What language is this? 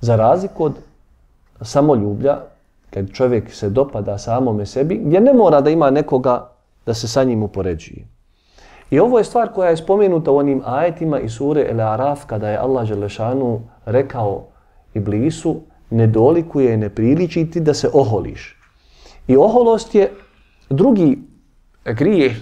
Bosnian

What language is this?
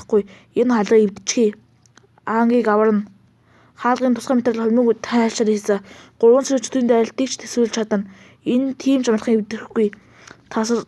Mongolian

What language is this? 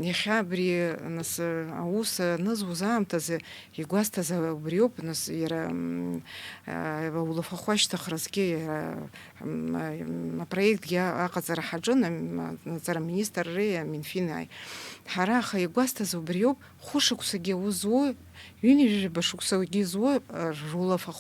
Abkhazian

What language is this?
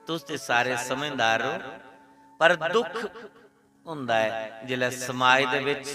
Dogri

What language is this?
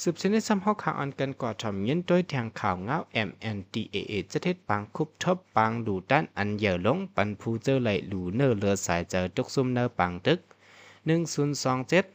Shan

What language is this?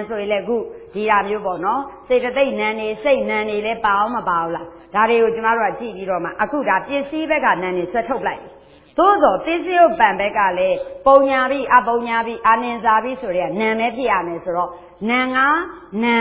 Burmese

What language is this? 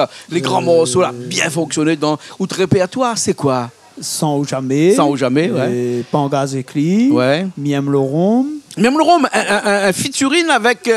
Réunion Creole French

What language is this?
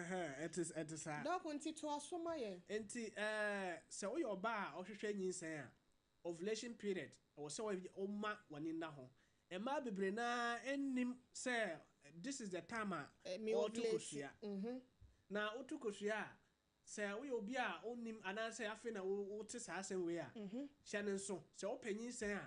Akan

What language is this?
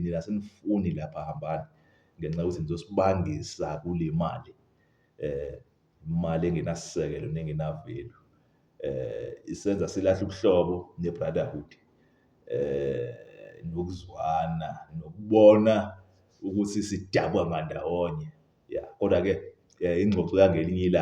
Zulu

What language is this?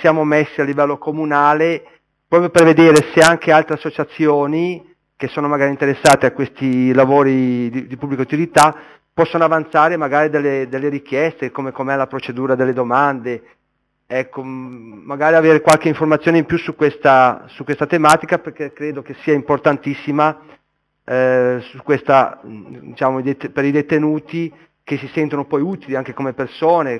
Italian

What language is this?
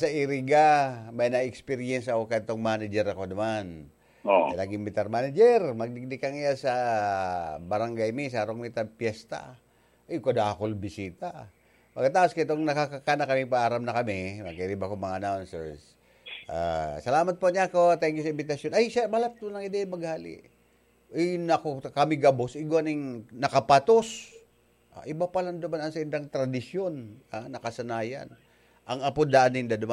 Bikol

